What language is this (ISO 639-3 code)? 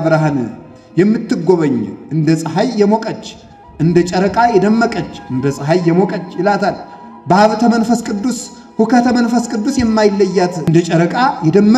amh